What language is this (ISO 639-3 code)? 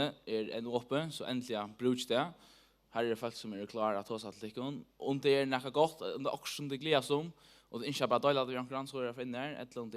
fao